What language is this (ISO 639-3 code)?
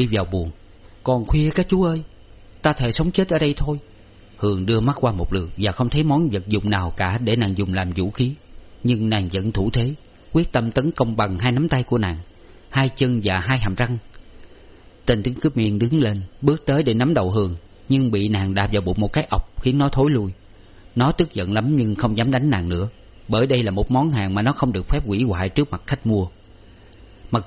vie